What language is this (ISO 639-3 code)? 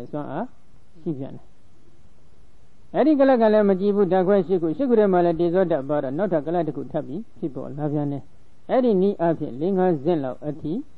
mya